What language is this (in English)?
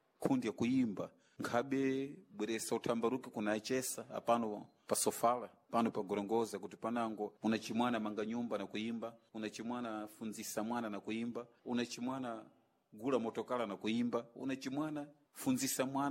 Sena